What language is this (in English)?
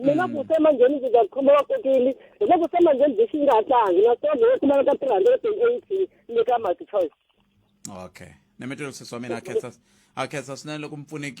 Tsonga